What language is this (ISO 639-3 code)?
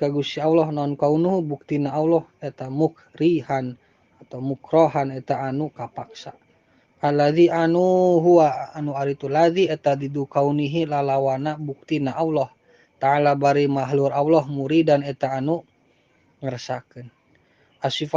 sun